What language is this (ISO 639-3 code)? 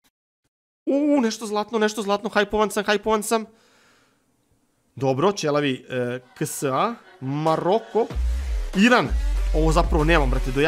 srp